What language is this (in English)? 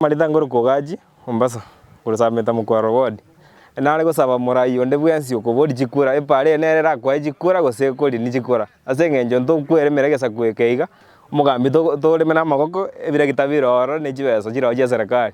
Gusii